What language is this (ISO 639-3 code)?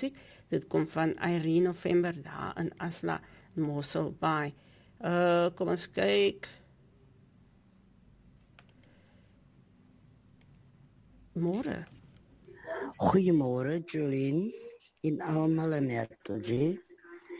afr